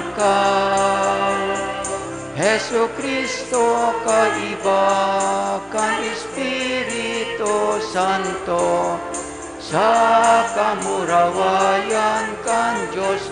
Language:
Bikol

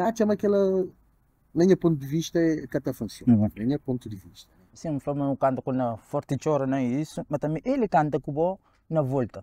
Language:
Kabuverdianu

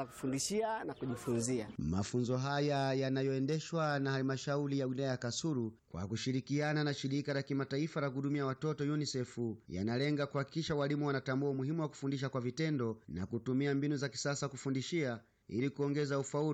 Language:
Swahili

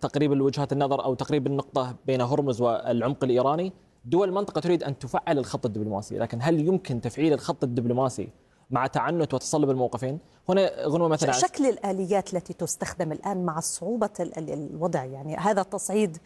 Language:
Arabic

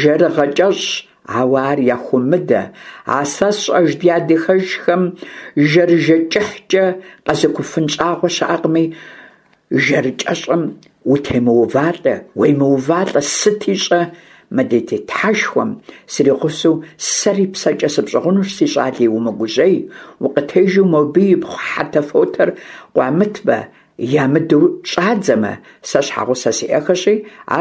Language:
Kabardian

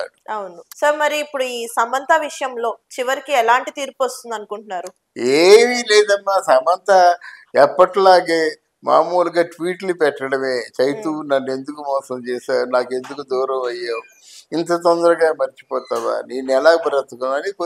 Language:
Telugu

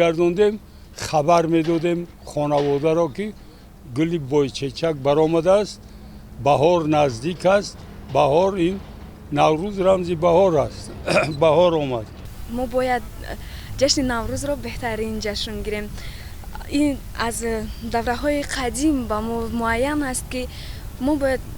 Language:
Tajik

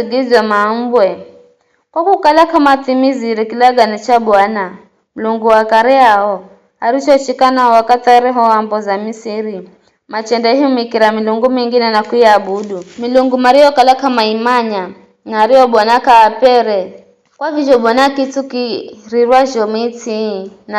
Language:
Giryama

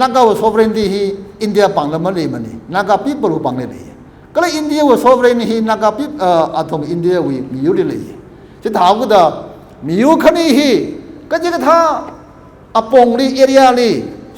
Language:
Tangkhul Naga (India)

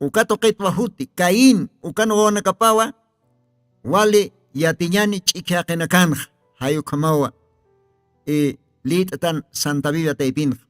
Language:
Aymara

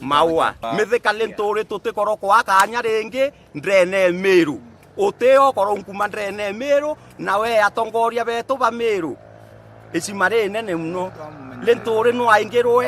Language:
Meru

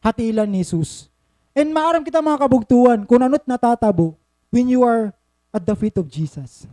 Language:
Waray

